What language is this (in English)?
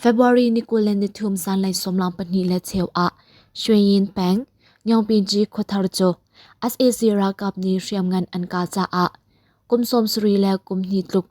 Hakha Chin